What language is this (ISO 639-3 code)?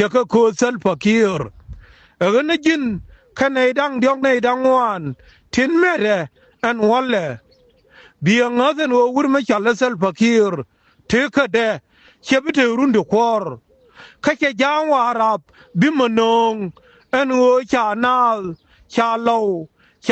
nus